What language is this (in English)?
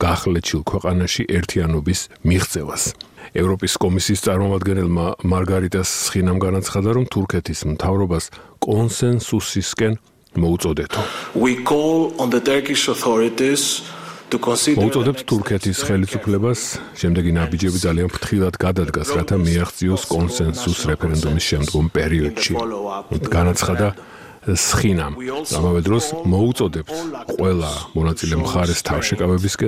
Georgian